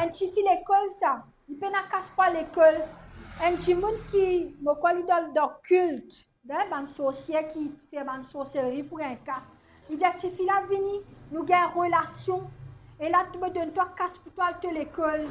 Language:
Morisyen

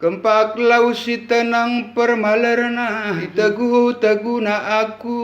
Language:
Batak Karo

